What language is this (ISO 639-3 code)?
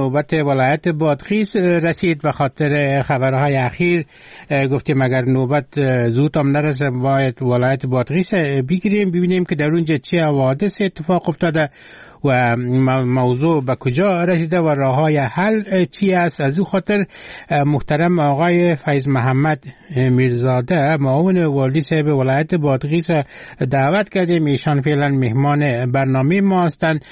fas